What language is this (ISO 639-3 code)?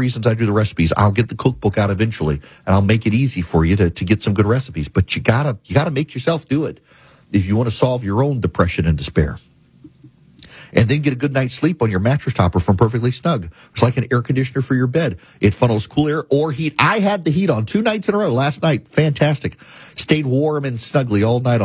eng